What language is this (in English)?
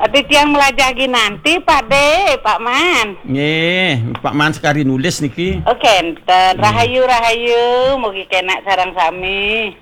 Balinese